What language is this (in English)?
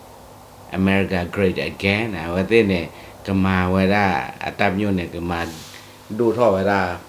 S'gaw Karen